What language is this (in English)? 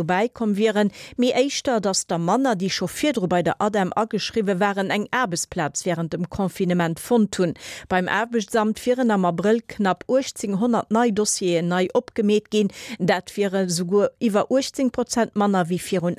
Luxembourgish